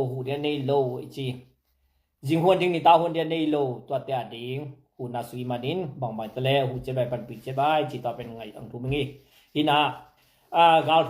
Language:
Tedim Chin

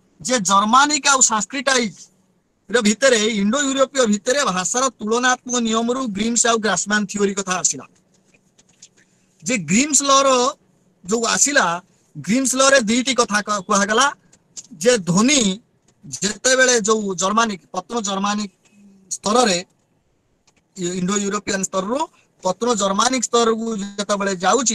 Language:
Odia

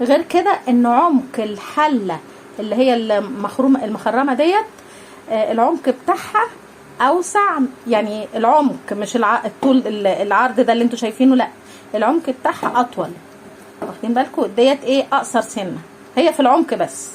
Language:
Egyptian Arabic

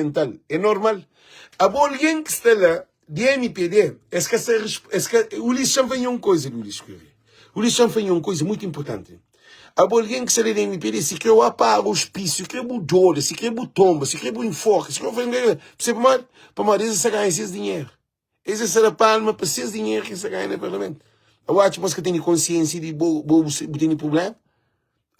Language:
Kabuverdianu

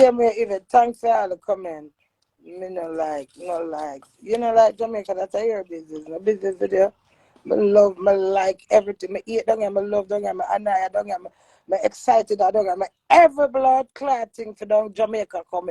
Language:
Jamaican Creole English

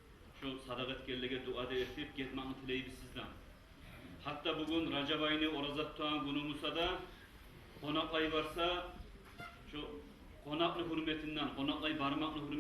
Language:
Kumyk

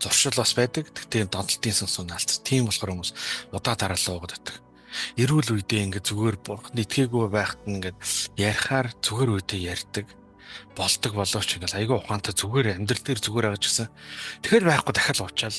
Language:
Mongolian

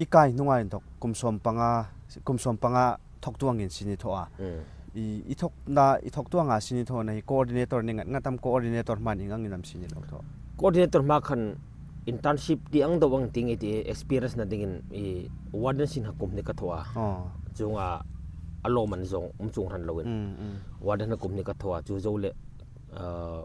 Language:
Hmar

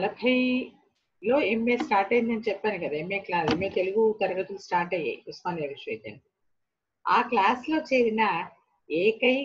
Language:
Telugu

